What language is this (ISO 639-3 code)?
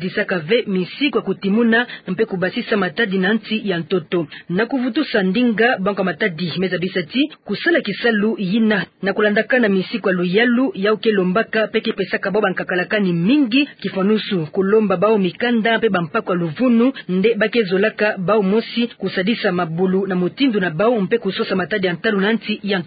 ktu